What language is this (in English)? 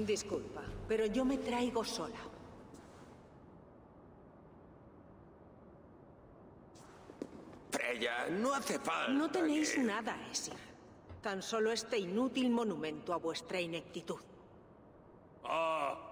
Spanish